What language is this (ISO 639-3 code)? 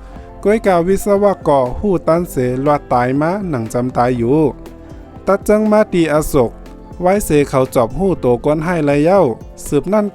shn